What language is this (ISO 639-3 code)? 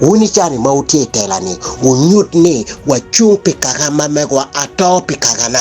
ach